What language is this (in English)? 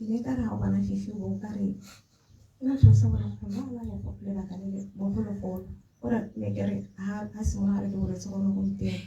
Tswana